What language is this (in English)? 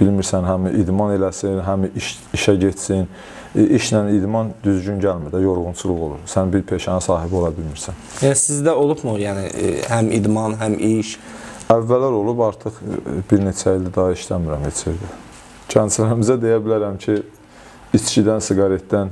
Azerbaijani